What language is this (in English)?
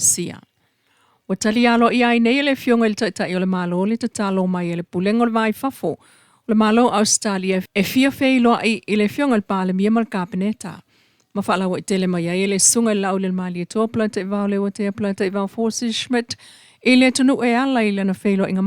Samoan